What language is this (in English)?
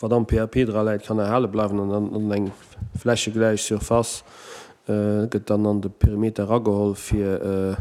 Luxembourgish